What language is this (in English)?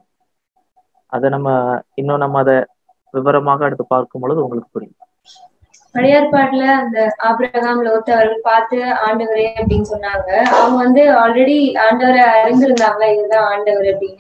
Tamil